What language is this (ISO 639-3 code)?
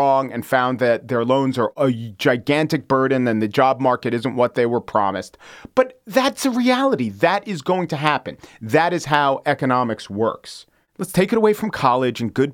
eng